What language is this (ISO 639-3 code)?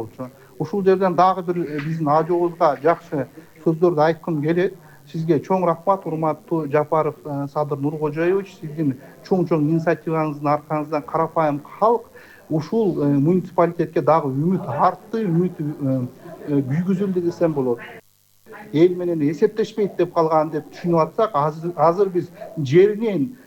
kir